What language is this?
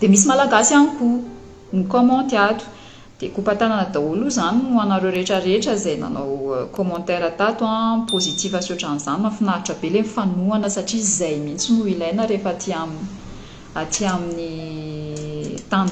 Malagasy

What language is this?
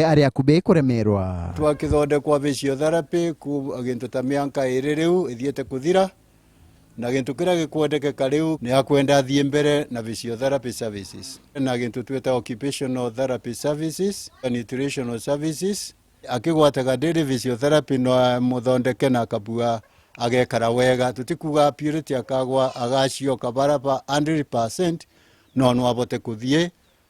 Meru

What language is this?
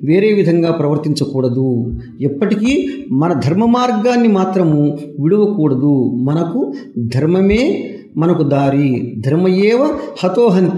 Telugu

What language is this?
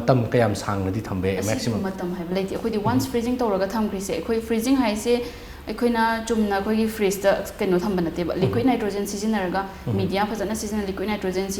Manipuri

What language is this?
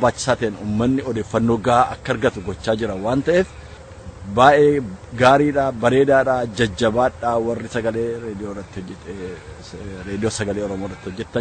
Oromo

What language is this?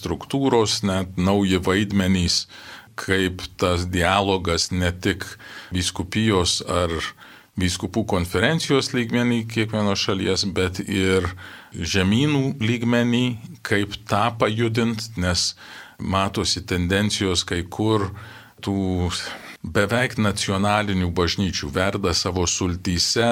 Lithuanian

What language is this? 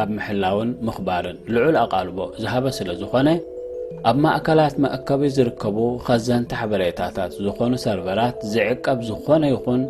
Tigrinya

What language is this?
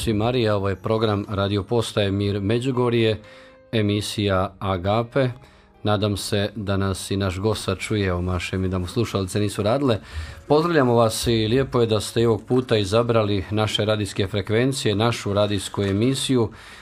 Bosnian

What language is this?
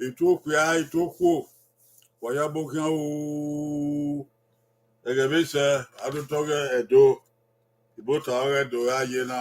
Bini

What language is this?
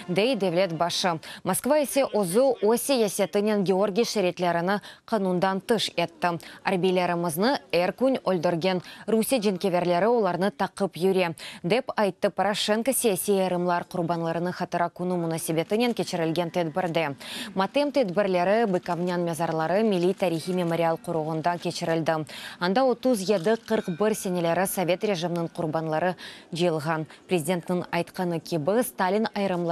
Crimean Tatar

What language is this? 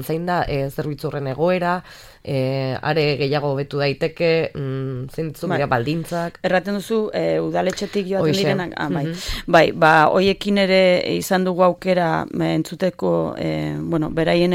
Basque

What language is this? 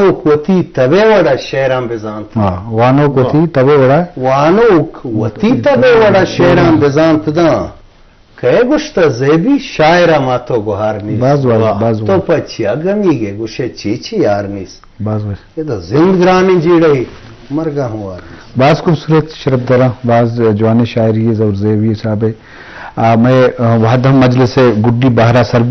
Baluchi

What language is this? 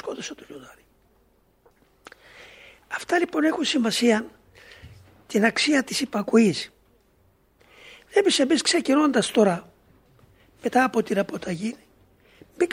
Greek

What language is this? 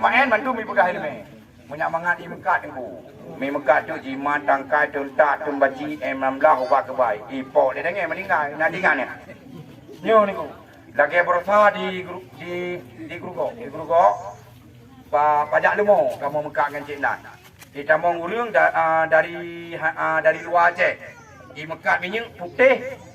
Achinese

